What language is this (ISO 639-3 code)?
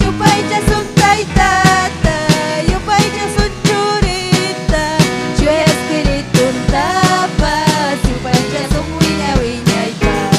quy